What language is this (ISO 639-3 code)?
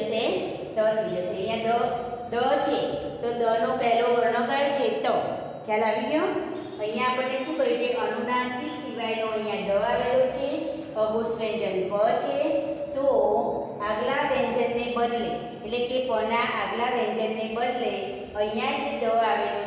guj